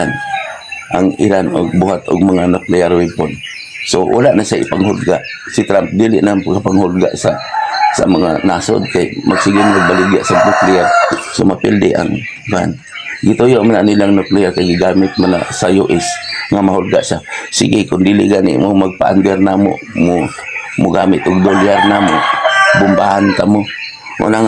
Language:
Cebuano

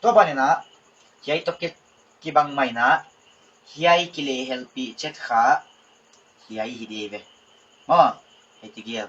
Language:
Paite Chin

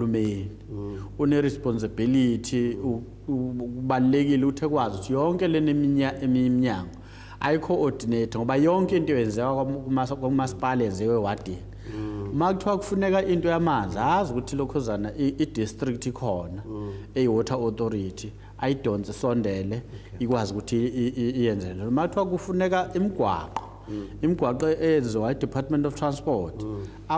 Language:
Zulu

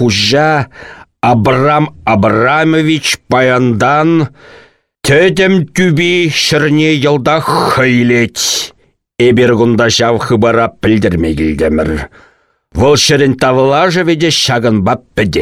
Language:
Chuvash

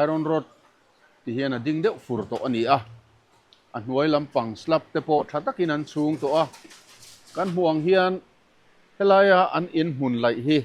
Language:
Mizo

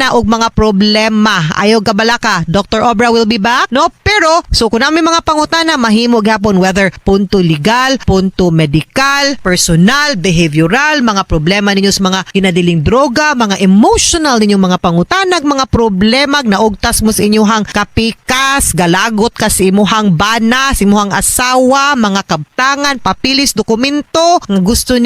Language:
Cebuano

